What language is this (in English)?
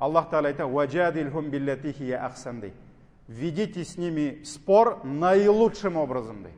Tatar